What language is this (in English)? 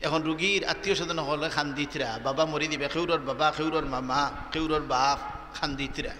Sylheti